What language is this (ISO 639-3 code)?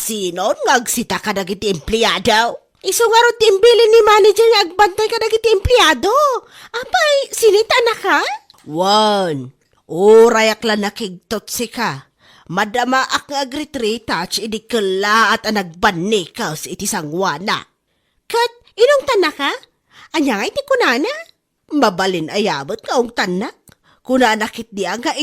ilo